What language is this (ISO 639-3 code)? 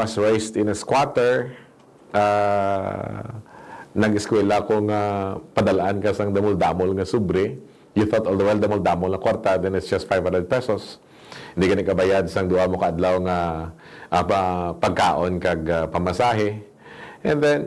hil